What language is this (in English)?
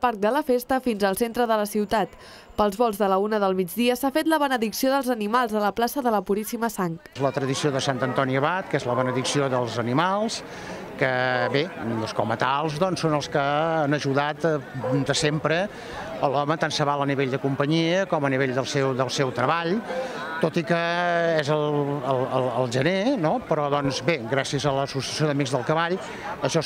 Catalan